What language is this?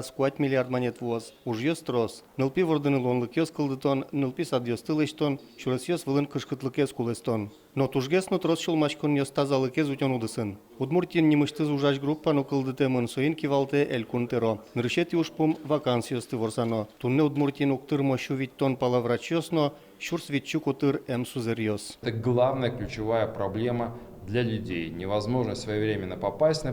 Udmurt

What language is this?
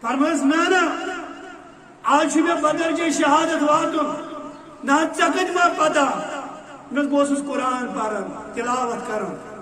Kashmiri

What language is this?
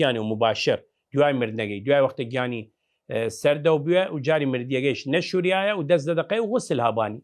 Southern Kurdish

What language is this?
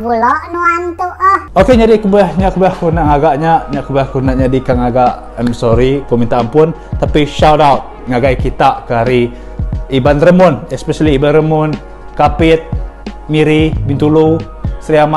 Iban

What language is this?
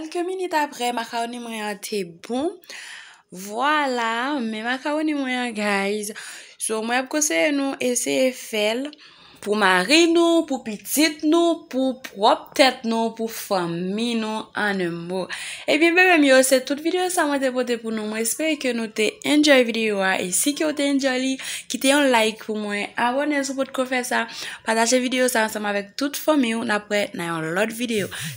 Haitian Creole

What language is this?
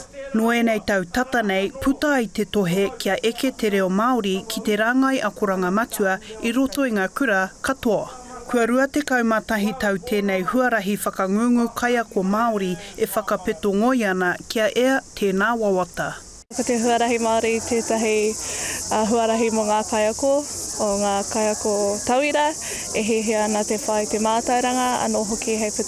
Māori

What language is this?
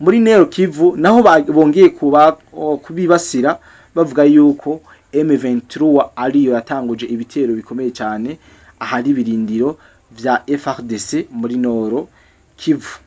Rundi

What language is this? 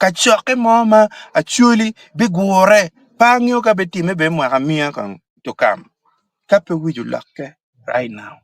Acoli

